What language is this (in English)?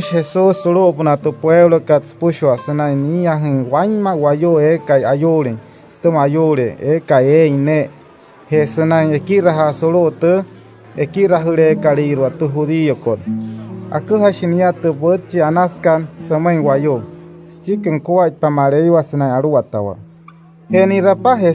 Wayuu